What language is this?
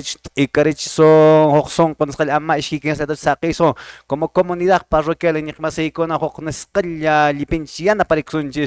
Quechua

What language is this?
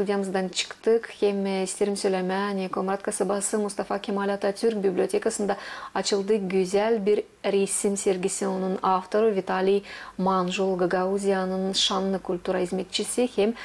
Gagauz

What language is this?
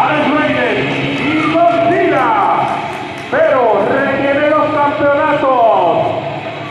Spanish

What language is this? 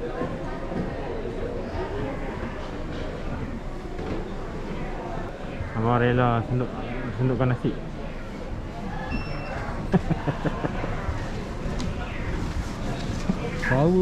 Malay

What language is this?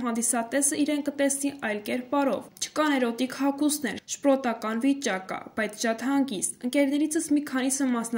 Armenian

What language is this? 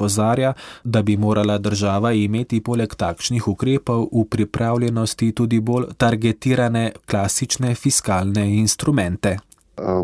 Slovenian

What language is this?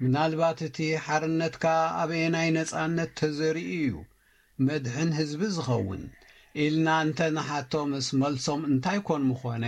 Tigrinya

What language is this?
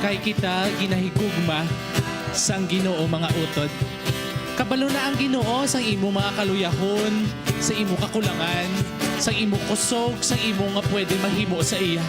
Hiligaynon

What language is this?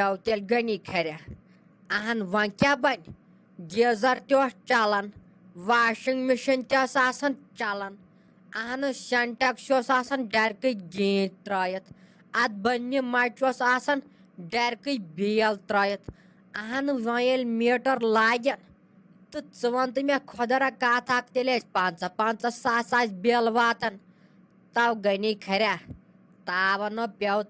Kashmiri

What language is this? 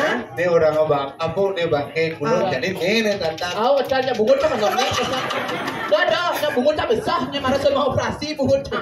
Balinese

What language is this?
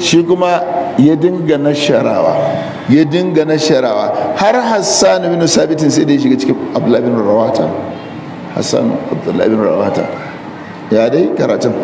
Hausa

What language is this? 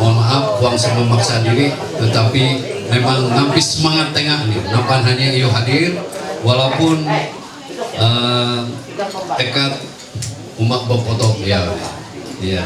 Ma'anyan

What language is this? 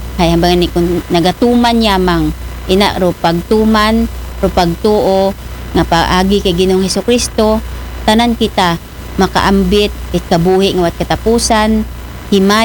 Aklanon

